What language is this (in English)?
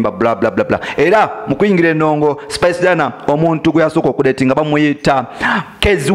Ganda